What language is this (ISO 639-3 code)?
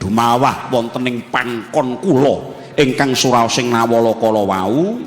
jav